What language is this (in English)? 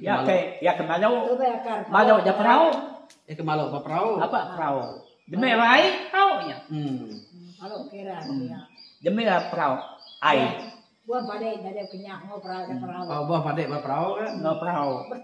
Iban